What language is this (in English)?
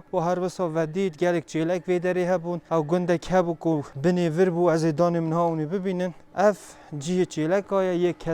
Kurdish